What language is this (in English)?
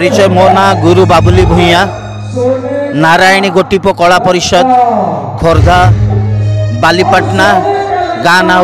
Odia